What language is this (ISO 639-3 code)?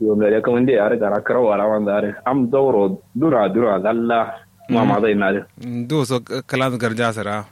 kau